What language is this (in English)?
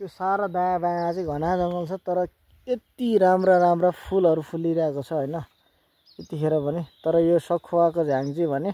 Nepali